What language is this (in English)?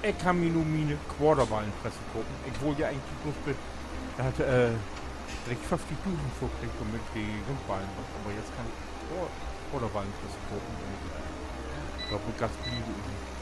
Low German